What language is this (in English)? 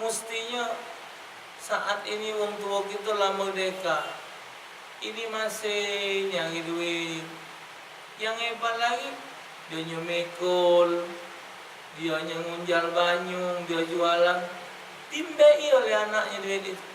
Musi